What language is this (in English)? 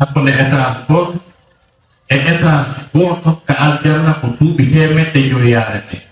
Fula